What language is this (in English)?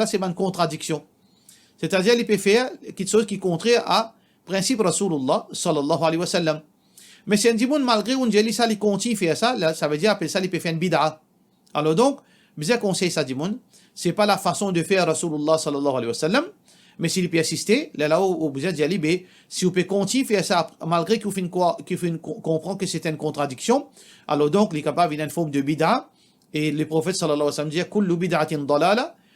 Morisyen